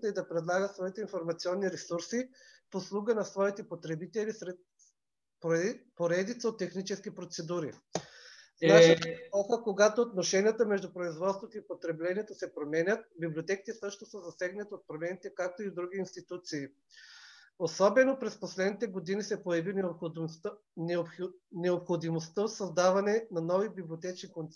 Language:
Bulgarian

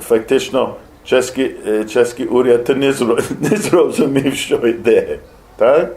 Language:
Rusyn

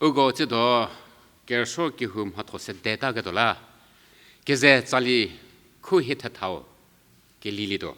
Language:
Angami Naga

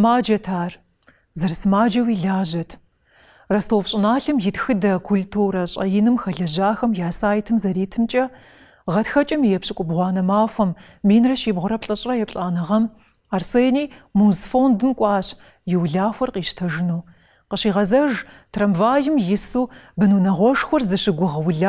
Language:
Kabardian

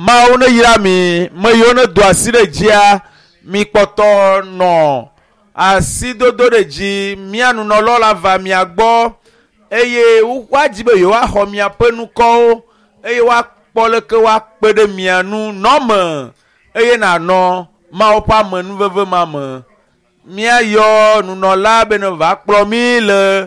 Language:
Ewe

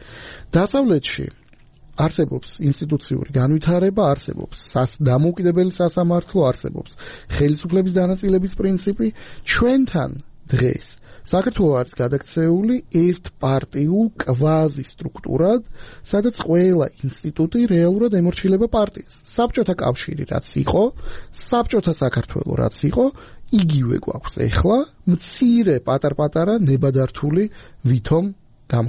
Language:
Georgian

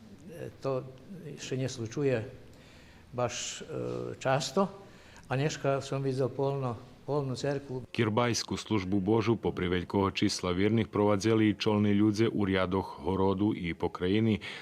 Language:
Rusyn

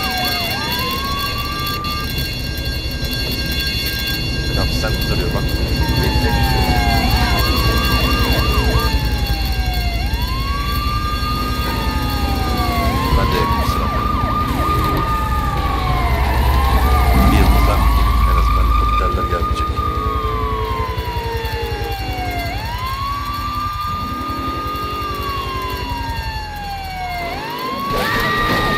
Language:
Turkish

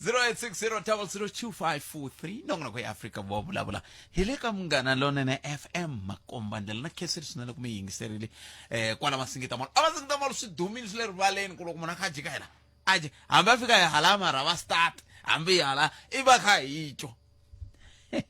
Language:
Tsonga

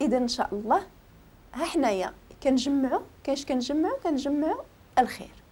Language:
Moroccan Arabic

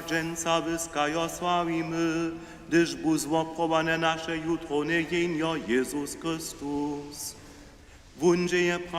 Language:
Upper Sorbian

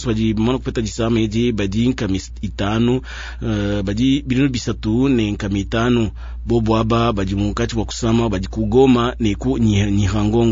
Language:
Luba-Lulua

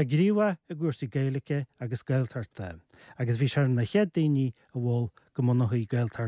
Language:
Irish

